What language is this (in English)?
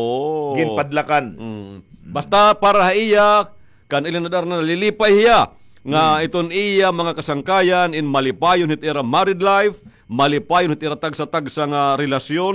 Waray